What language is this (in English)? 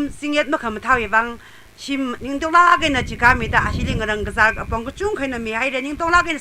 Tangkhul Naga (India)